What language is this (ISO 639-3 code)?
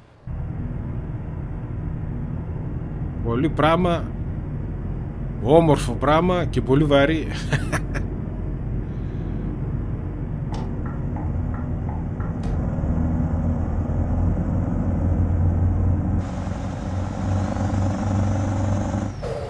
ell